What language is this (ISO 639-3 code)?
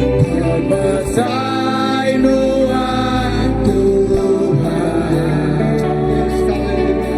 iba